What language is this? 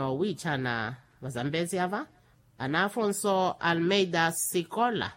Makhuwa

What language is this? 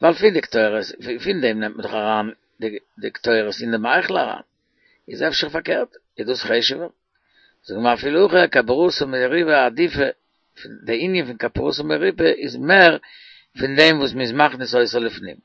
Yiddish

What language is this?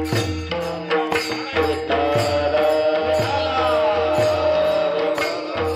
Marathi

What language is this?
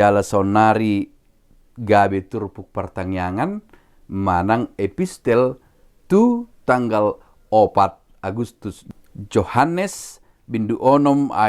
Batak Toba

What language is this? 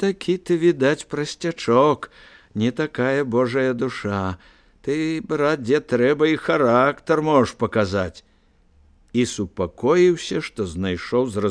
Belarusian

